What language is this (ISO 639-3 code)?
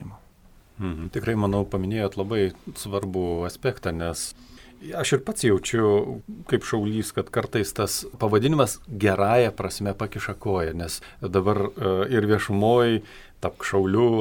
lit